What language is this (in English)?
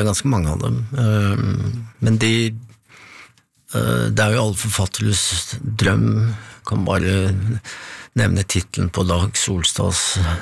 Norwegian